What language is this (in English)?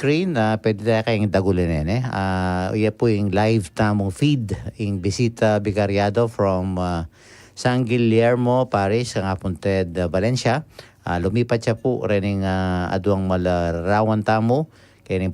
Pampanga